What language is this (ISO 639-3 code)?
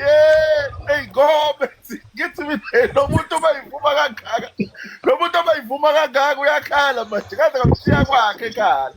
zul